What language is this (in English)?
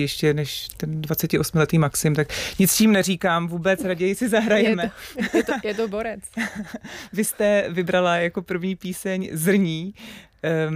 Czech